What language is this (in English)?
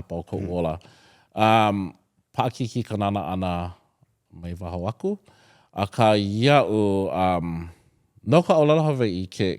Hawaiian